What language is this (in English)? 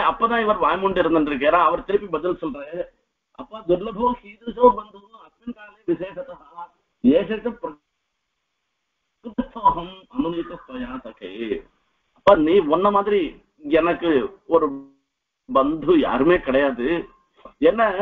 Tamil